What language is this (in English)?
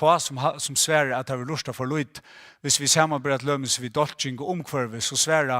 Faroese